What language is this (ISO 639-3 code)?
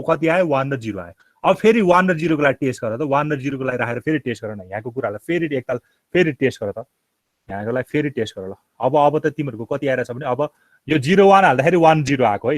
nep